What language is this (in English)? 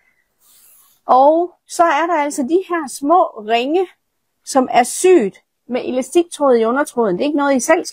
Danish